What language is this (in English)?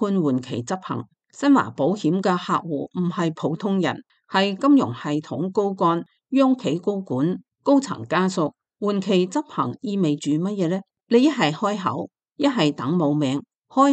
Cantonese